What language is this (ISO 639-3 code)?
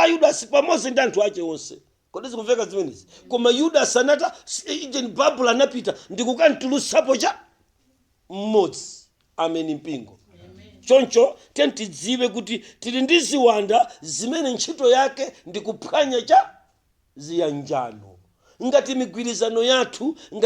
nya